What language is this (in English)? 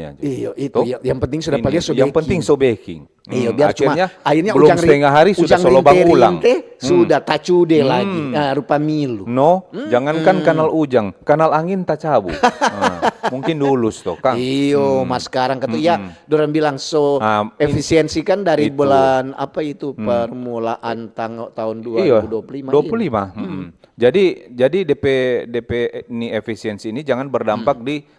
Manado Malay